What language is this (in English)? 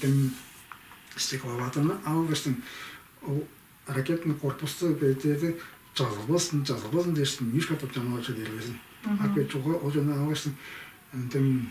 Tuvinian